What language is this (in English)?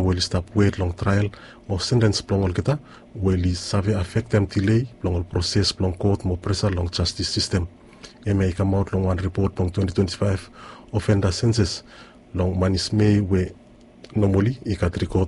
Bislama